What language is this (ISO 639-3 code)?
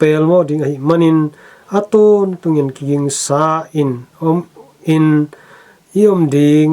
ctd